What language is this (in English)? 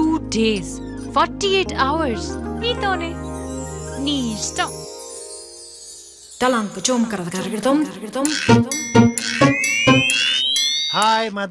Telugu